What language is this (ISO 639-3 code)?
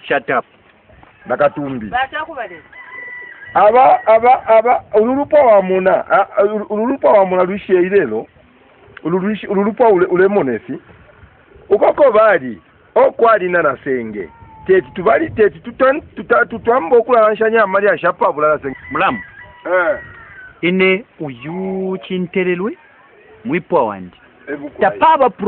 bem